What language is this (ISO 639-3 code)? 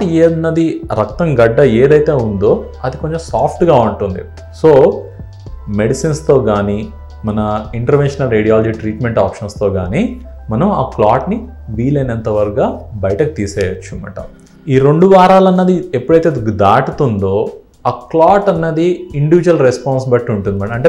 tel